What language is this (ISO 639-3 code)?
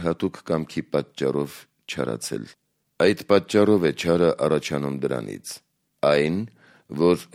hye